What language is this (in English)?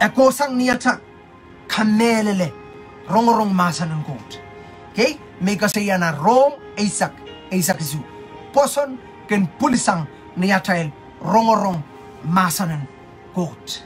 Pohnpeian